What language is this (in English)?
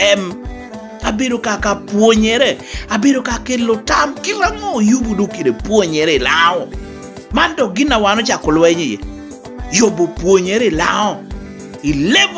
Lango (Uganda)